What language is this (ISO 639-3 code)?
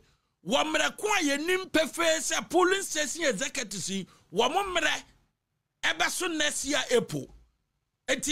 aka